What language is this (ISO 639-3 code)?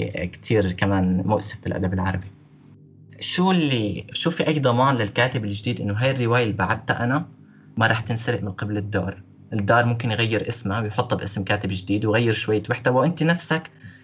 apc